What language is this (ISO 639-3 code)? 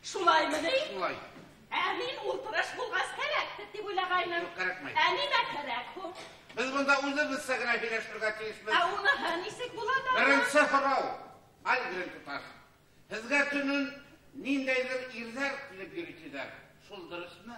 bak